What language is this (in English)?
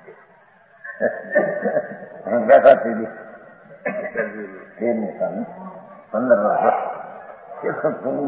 Gujarati